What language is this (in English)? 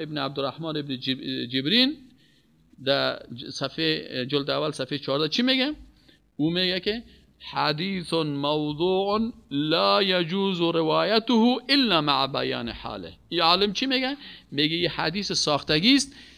Persian